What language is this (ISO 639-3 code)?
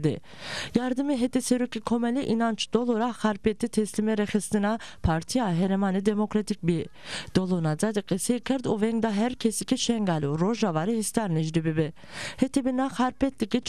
zza